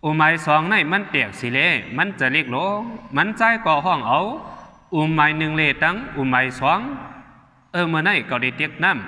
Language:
Shan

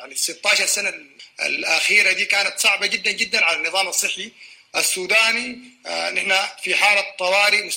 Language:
Sudanese Arabic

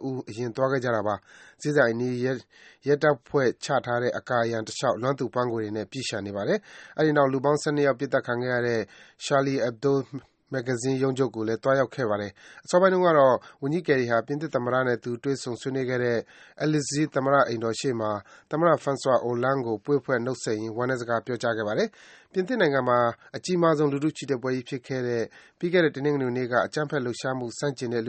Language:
Burmese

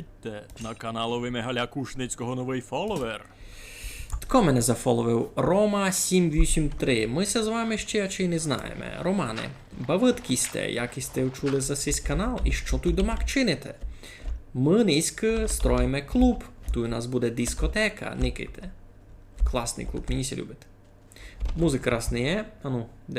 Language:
Rusyn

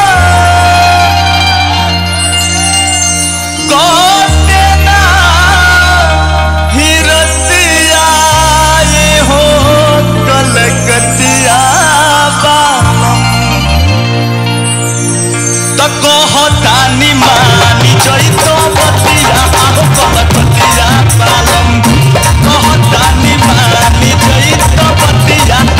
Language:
Bhojpuri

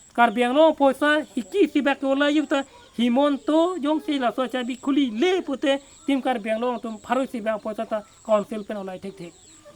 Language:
Karbi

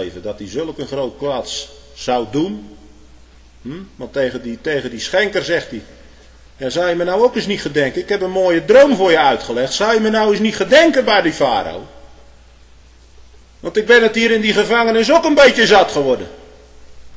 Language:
Dutch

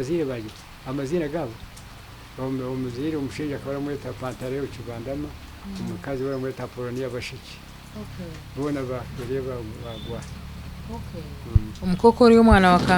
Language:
Nyankole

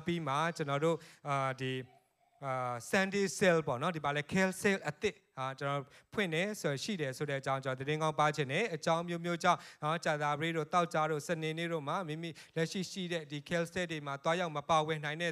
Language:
Burmese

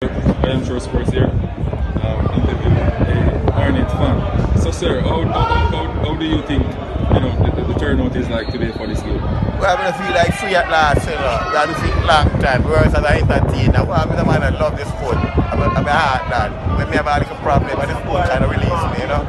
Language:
Jamaican Creole English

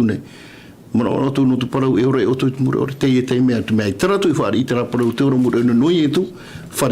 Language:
Tahitian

